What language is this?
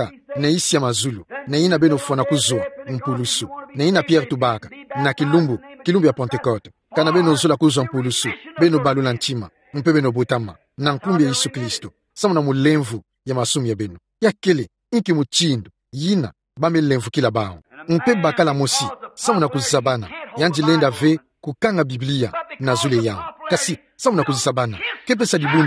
Kituba (Democratic Republic of Congo)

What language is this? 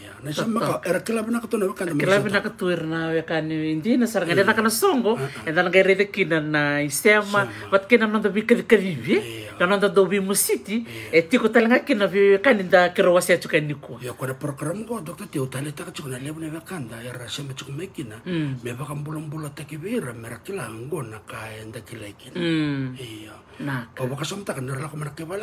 Fijian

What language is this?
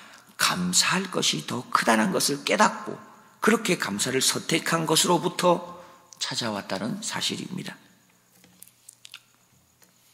Korean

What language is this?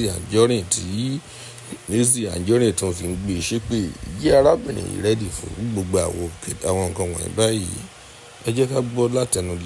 Yoruba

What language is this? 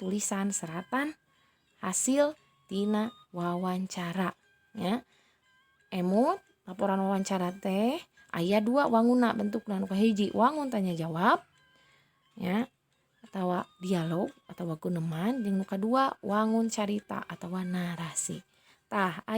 Sundanese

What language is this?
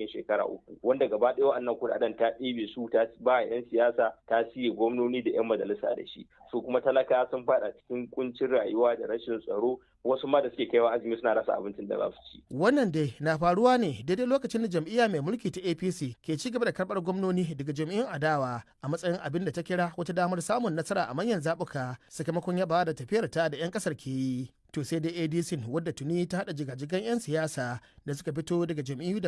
Hausa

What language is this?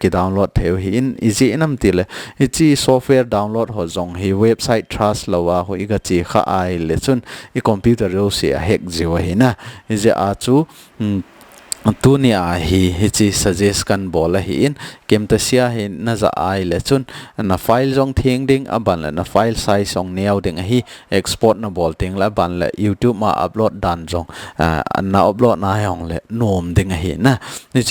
Thado Chin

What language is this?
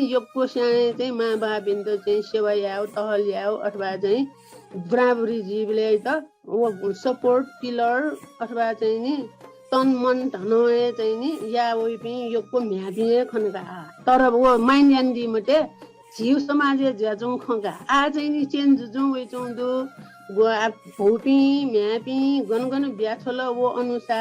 Newari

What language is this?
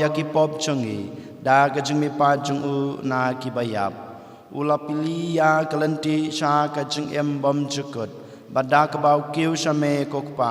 Khasi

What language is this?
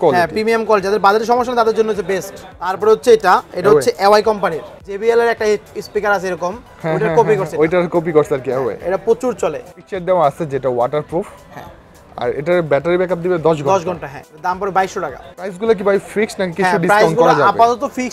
Bangla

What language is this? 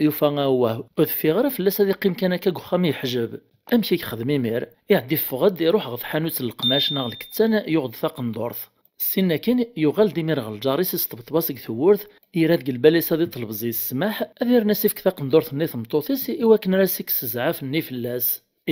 Kabyle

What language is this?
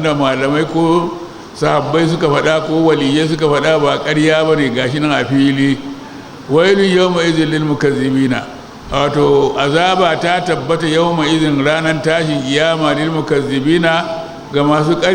Hausa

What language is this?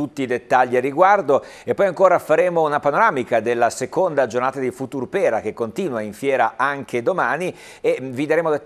Italian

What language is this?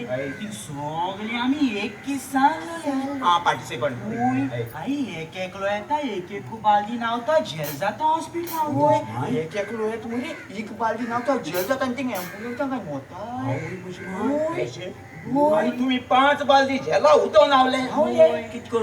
Konkani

